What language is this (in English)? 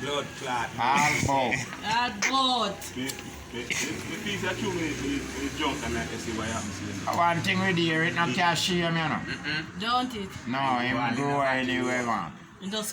Jamaican Creole English